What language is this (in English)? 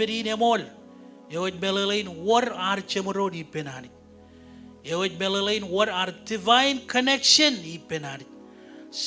Marshallese